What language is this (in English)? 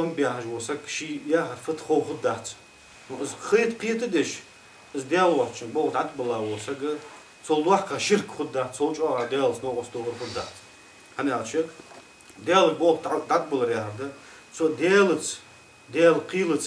Ingush